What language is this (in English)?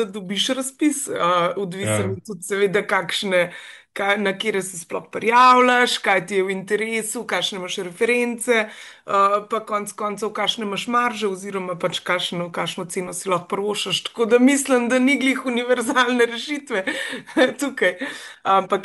Slovenian